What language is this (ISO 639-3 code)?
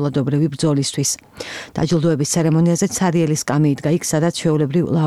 kat